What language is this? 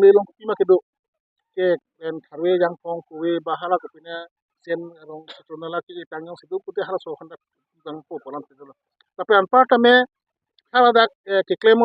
Karbi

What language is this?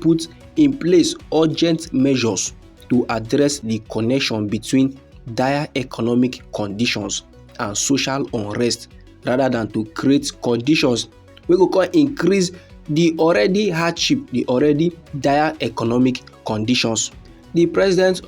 Nigerian Pidgin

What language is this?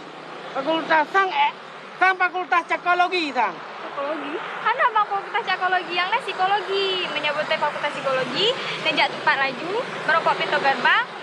Achinese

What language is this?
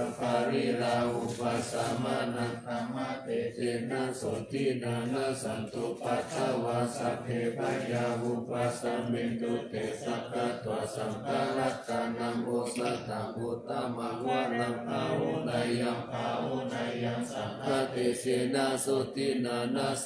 Pali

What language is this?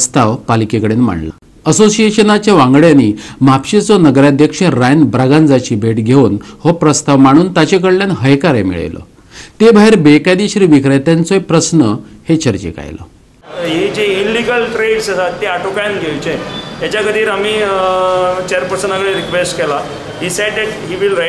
Konkani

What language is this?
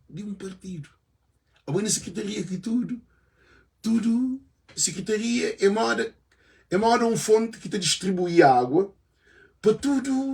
Kabuverdianu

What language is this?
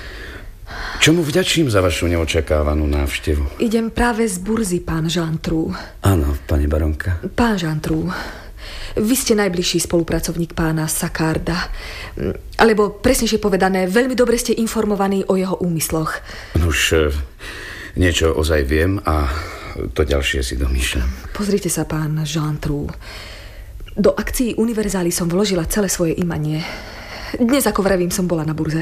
Slovak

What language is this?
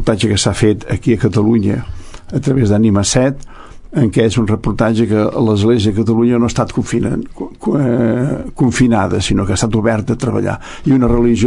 Catalan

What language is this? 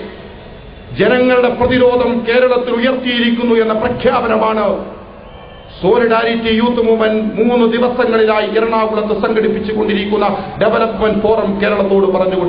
Malayalam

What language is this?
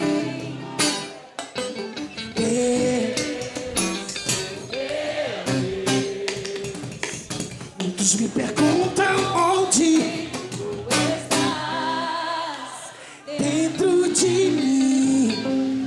Portuguese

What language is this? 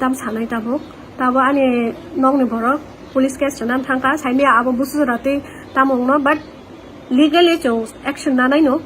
Kok Borok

